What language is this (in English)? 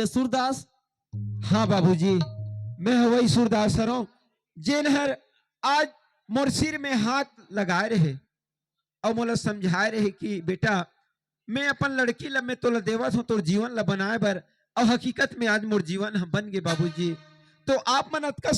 Chhattisgarhi